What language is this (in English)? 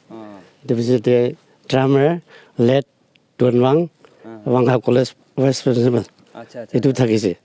Naga Pidgin